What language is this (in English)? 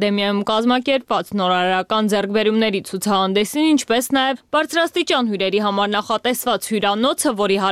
Armenian